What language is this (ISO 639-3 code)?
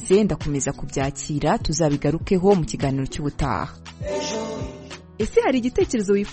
kin